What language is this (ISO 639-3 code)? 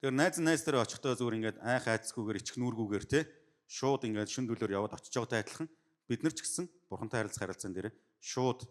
mon